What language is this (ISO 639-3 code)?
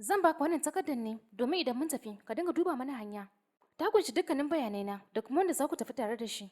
hau